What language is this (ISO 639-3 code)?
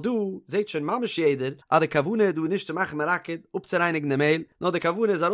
yid